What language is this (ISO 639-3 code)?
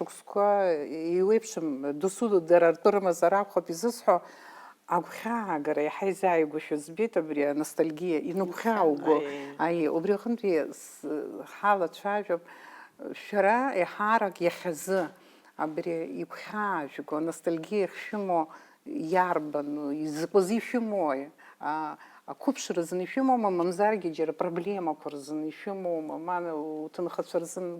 abk